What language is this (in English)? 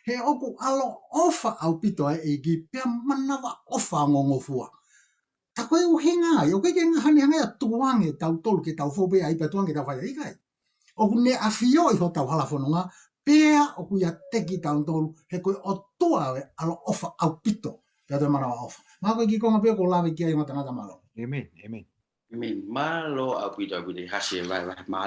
Tongan